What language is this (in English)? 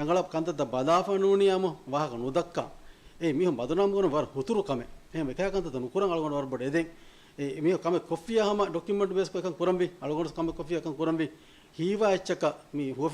Divehi